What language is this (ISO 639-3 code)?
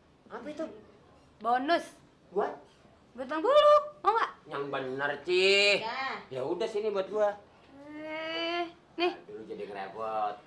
ind